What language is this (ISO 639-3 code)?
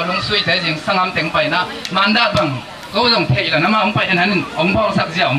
ctd